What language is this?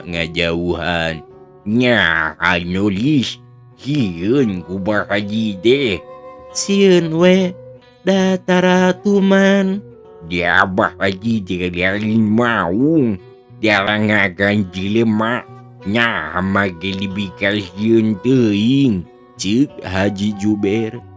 Sundanese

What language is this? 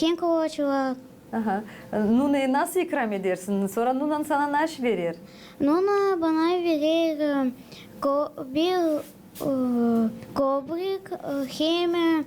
Gagauz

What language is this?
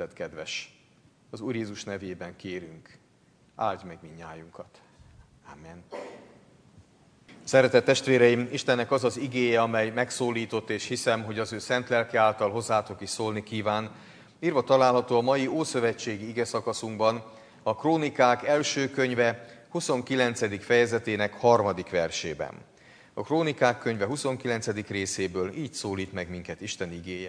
Hungarian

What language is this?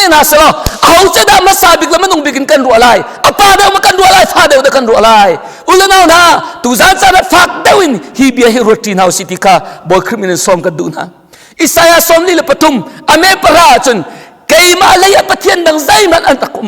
Hakha Chin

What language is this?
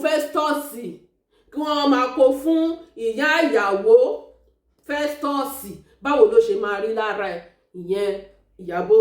Yoruba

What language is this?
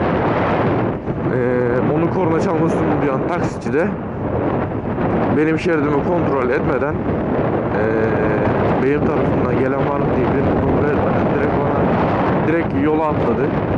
Turkish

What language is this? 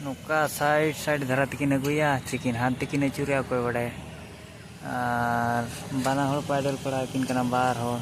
Santali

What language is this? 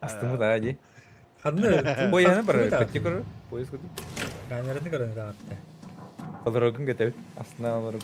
Yakut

